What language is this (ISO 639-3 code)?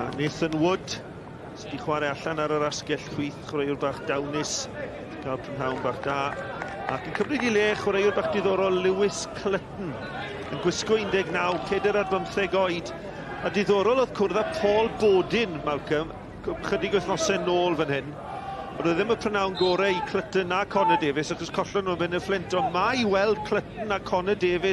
cym